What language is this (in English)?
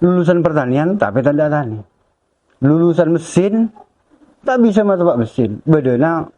Madurese